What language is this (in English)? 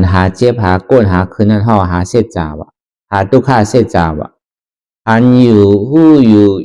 Shan